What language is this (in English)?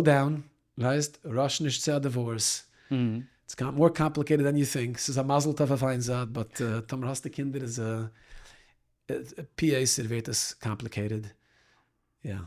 Yiddish